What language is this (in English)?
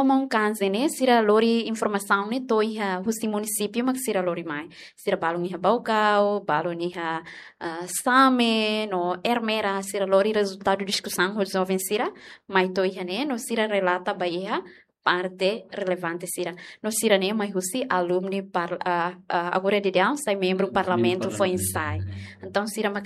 Tetum